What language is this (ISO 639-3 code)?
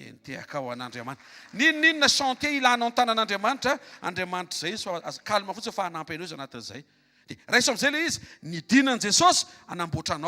mlg